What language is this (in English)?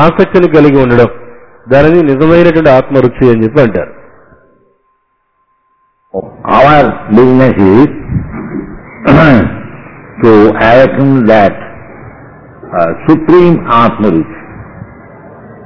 Telugu